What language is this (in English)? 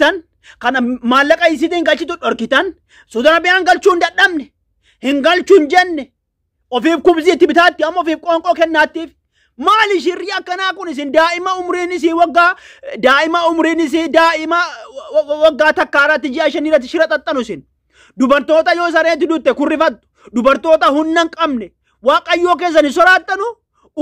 Oromo